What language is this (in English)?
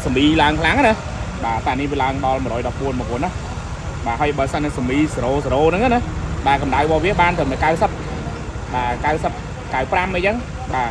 Khmer